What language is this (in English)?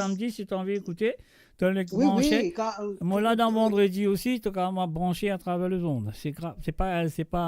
Morisyen